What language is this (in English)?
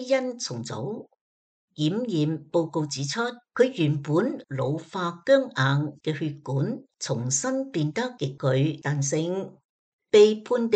Cantonese